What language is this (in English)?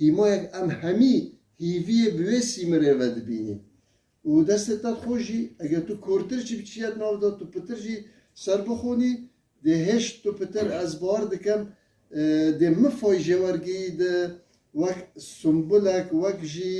Kurdish